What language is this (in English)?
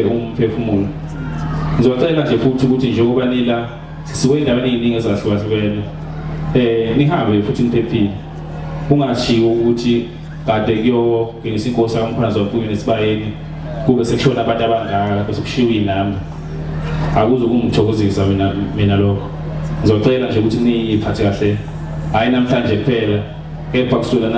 Zulu